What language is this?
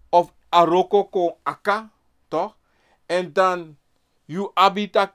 Sranan Tongo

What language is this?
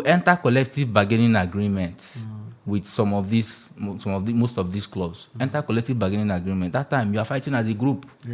Nigerian Pidgin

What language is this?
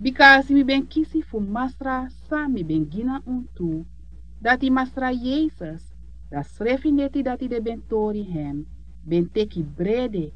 Sranan Tongo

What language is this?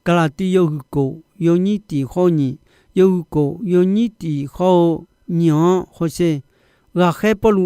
Akha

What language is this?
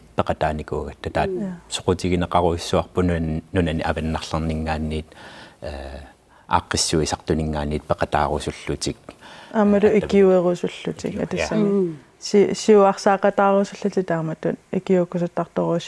Kalaallisut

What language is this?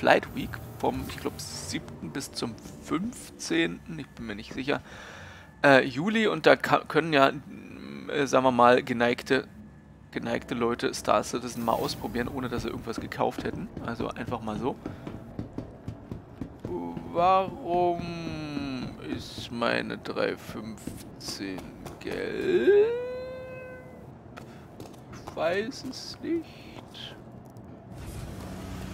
German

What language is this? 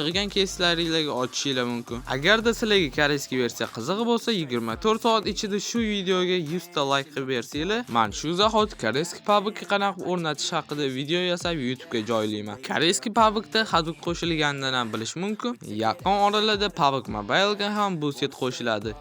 Uzbek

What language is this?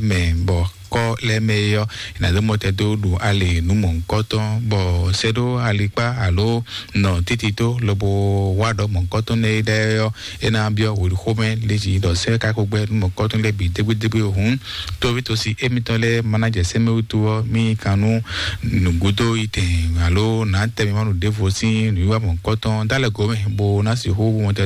Fon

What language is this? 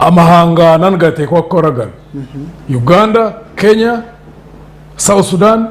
Nyankole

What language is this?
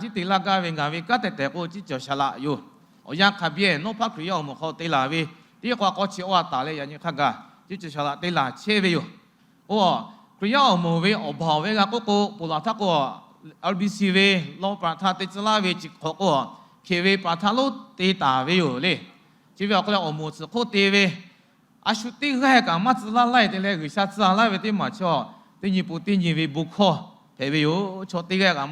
Lahu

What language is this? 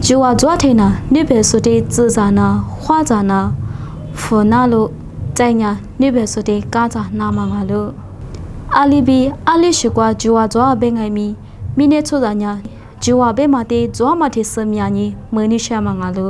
Lisu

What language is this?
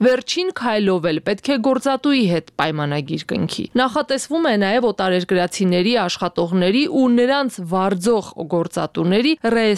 Armenian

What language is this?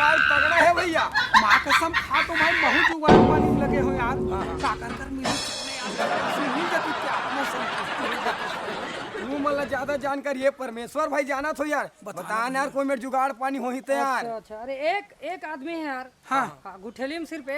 Chhattisgarhi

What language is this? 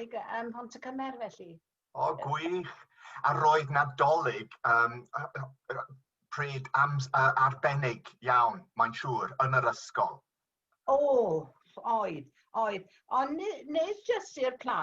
Welsh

